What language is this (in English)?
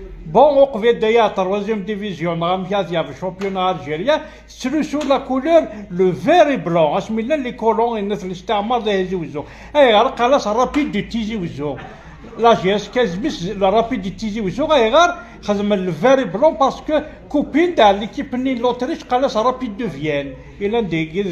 Kabyle